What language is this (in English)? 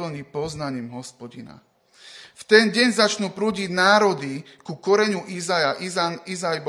Slovak